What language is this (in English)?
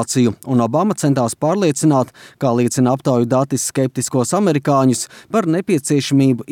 Latvian